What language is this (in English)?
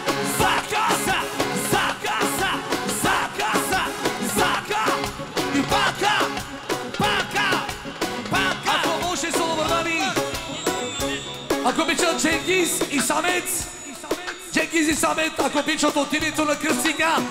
Bulgarian